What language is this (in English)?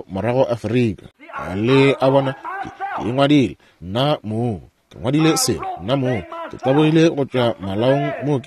Northern Sotho